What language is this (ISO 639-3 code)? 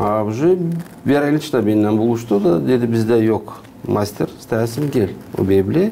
gag